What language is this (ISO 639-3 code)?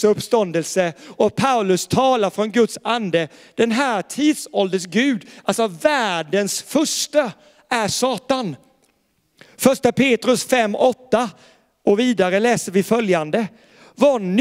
swe